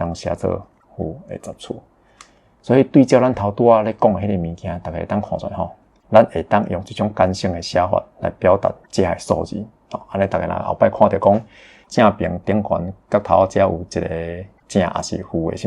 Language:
Min Nan Chinese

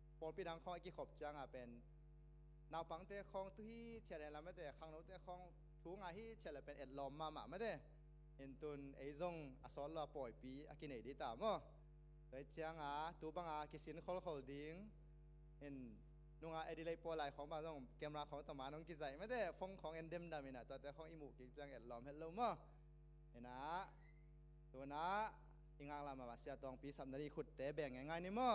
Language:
Tedim Chin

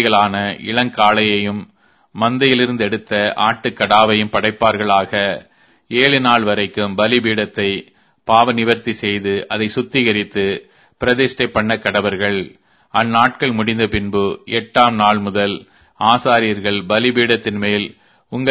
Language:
Tamil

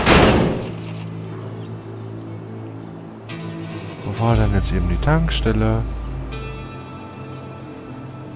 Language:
German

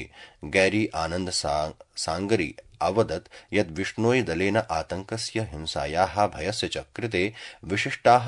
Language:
Sanskrit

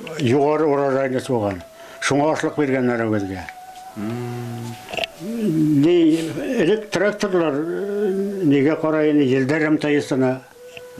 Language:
Bashkir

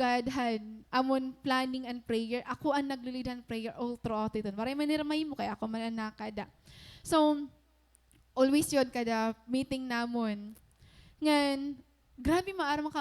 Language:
Waray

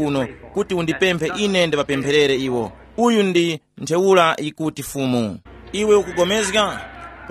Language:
Tumbuka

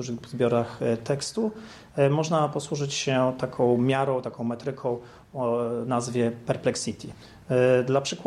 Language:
Polish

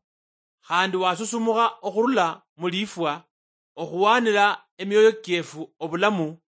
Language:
Luyia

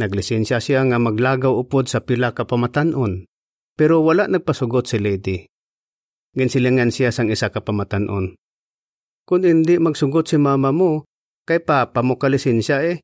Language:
Hiligaynon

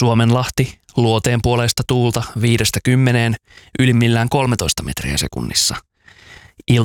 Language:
Finnish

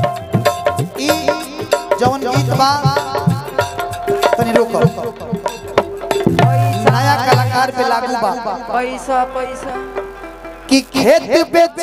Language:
Bhojpuri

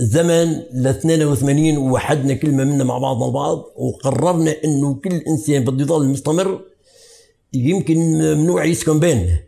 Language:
North Levantine Arabic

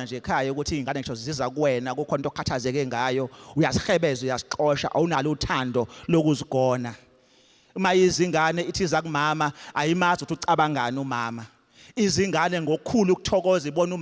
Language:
Zulu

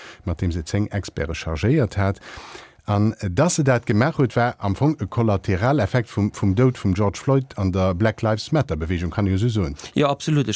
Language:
Luxembourgish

